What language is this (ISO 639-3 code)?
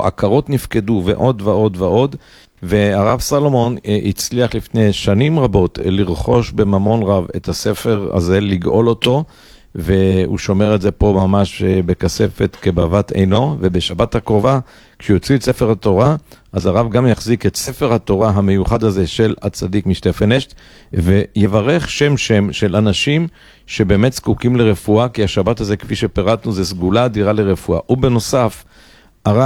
heb